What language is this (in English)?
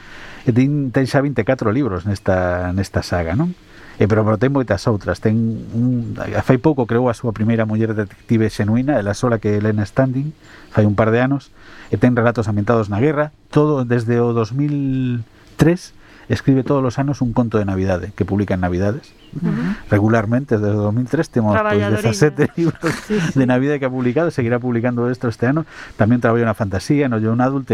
Galician